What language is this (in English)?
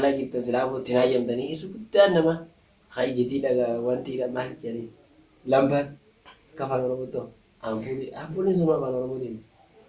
Oromo